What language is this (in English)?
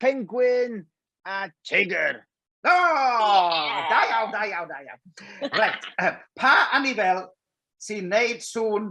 Welsh